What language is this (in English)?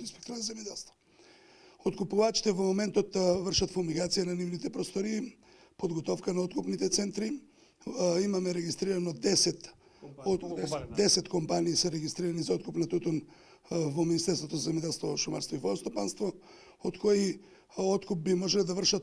Macedonian